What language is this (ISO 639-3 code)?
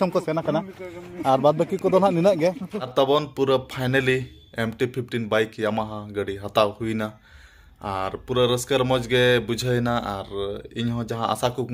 sat